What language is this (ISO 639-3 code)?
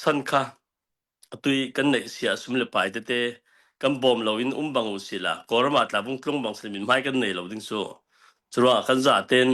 cnh